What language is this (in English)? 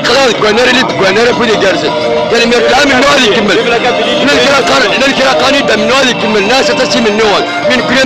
Kabyle